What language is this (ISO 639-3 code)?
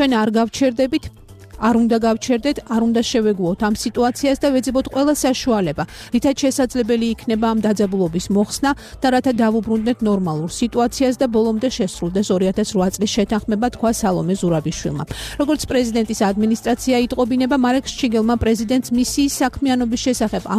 kat